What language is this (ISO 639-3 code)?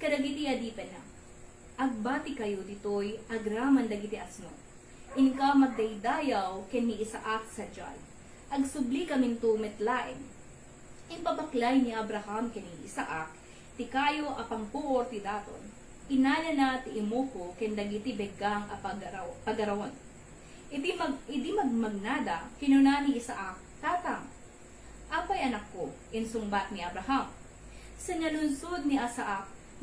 ilo